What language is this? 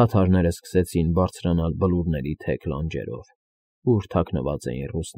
Armenian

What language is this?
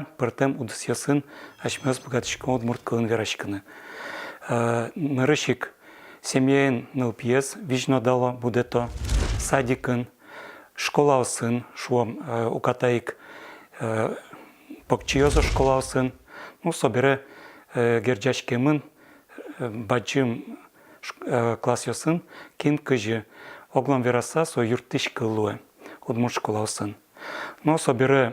Udmurt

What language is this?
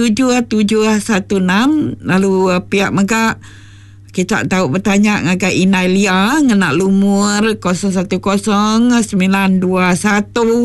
Iban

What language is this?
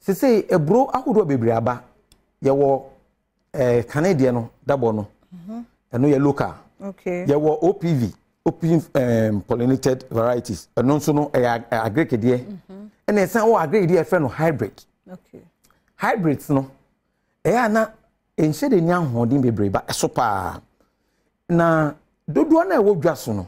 Akan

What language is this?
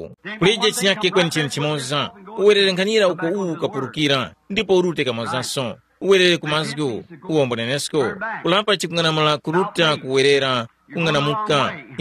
Tumbuka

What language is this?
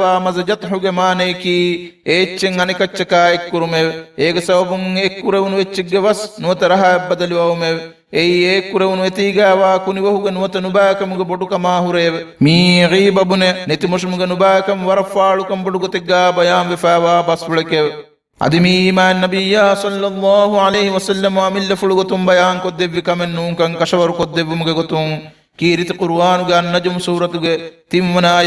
Divehi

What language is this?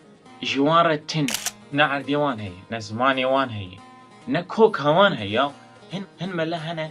Kurdish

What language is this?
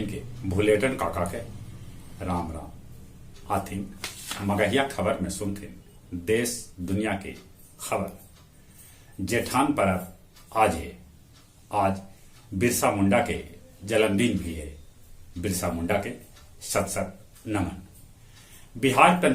Magahi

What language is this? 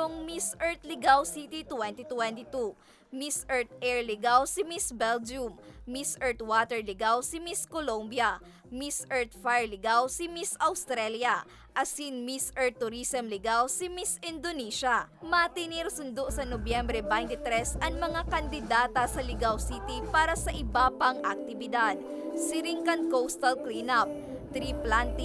Bikol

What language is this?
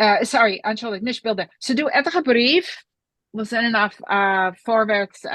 Yiddish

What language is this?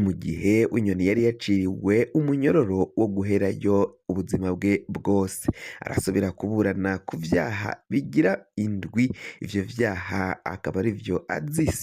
Rundi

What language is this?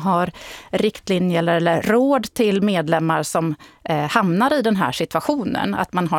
Swedish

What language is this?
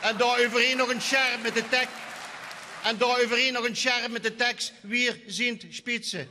Limburgish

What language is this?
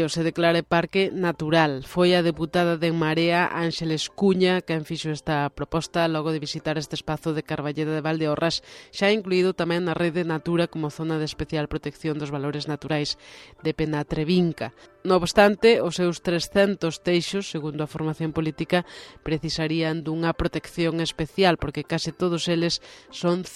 Galician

